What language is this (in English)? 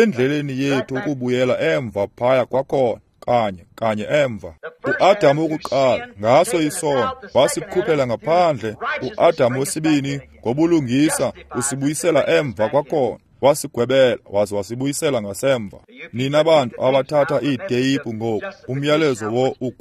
Xhosa